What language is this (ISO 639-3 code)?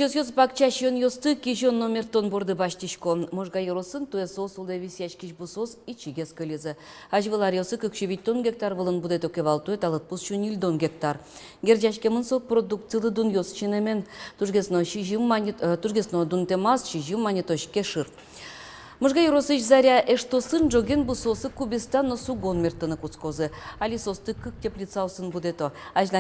udm